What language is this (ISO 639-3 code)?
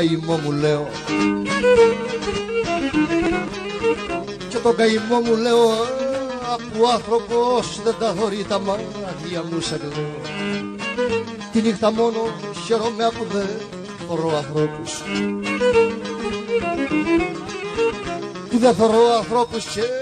ell